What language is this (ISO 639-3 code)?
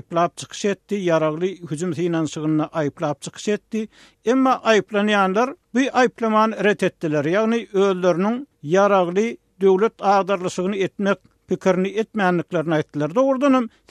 tuk